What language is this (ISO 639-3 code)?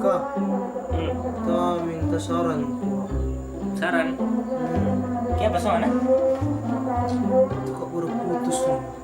xmm